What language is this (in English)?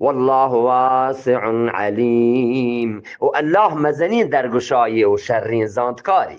Eastern Balochi